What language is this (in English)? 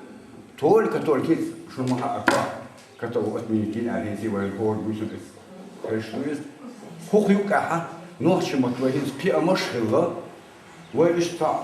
Chechen